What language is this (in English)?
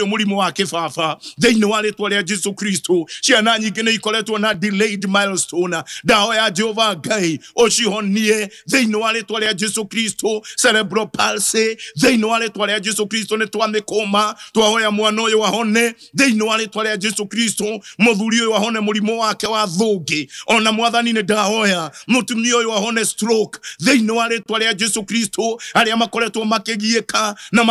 Kikuyu